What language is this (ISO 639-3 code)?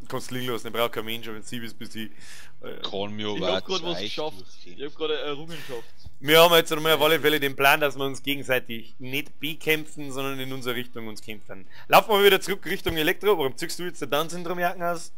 bar